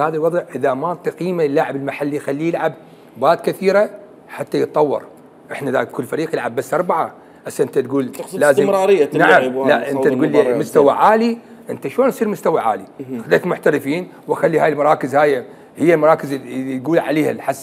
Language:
Mesopotamian Arabic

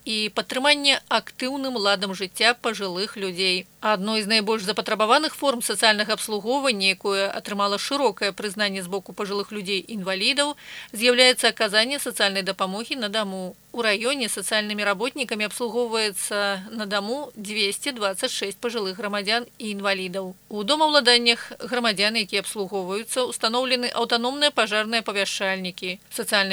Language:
Belarusian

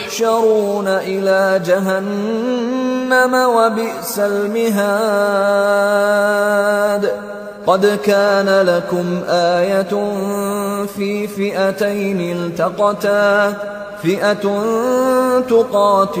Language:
Arabic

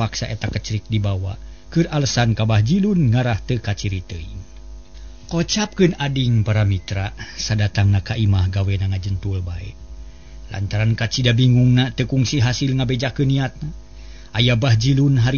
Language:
Sundanese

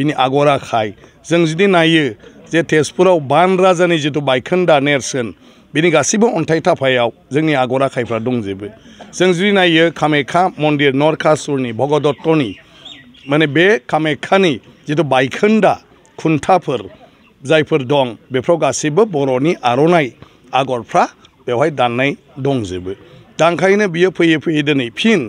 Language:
Bodo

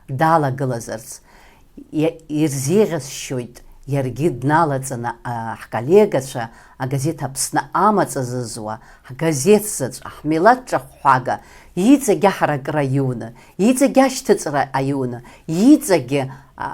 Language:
Abkhazian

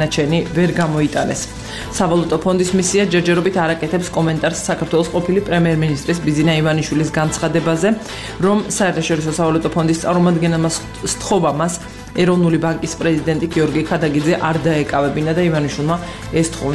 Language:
Georgian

